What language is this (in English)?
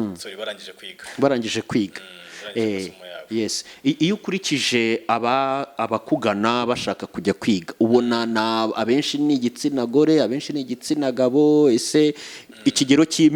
Kinyarwanda